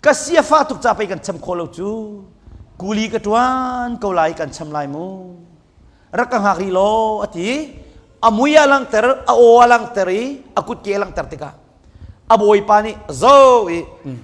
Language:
Hakha Chin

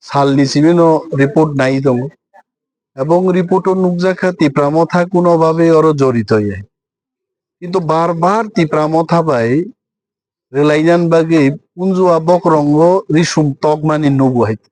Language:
Kok Borok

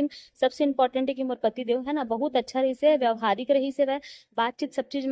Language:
Chhattisgarhi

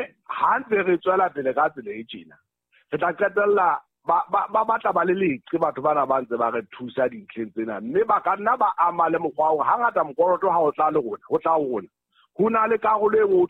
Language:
Southern Sotho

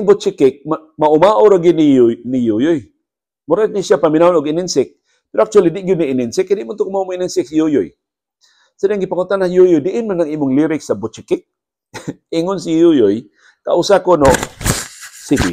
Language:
Cebuano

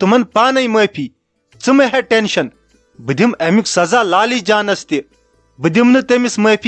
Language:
Kashmiri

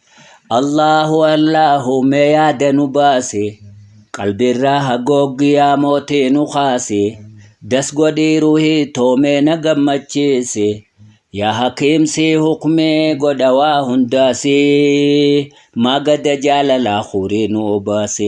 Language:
Oromo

